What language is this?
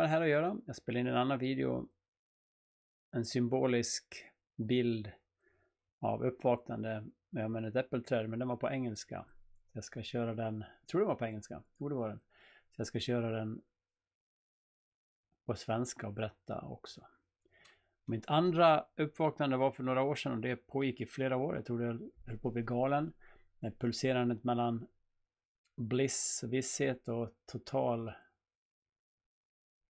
Swedish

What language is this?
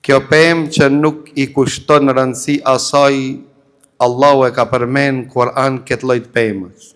Albanian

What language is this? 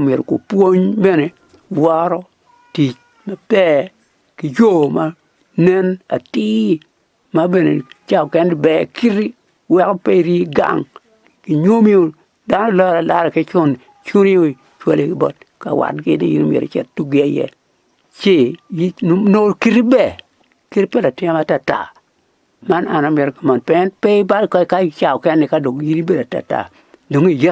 Acoli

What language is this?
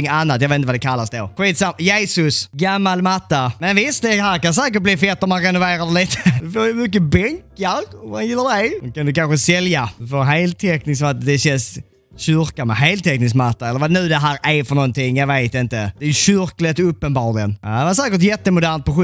Swedish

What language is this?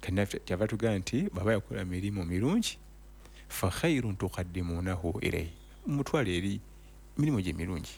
Ganda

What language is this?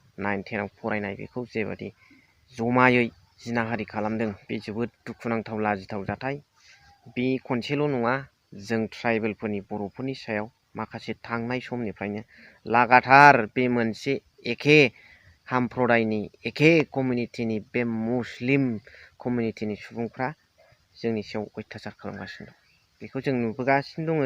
Bodo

